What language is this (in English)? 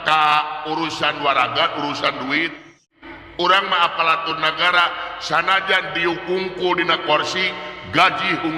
Sundanese